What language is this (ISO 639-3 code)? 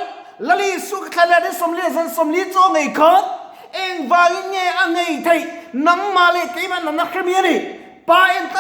lus